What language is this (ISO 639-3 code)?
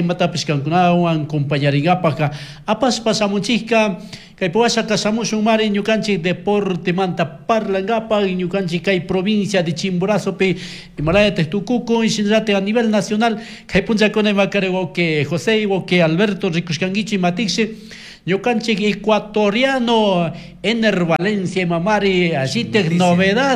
qug